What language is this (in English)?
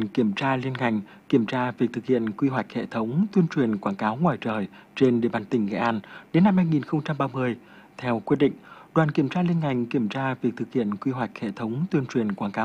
Vietnamese